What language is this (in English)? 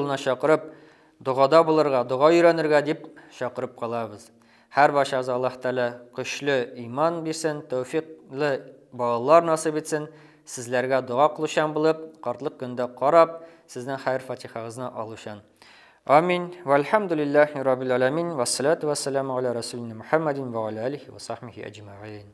Bashkir